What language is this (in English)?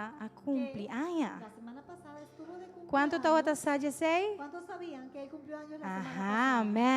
Papiamento